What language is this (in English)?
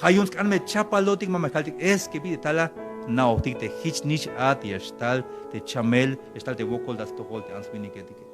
Tzeltal